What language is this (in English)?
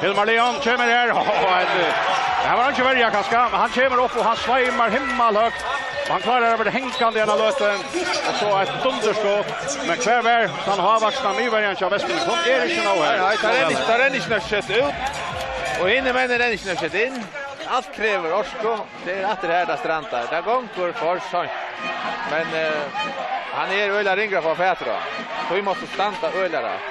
Faroese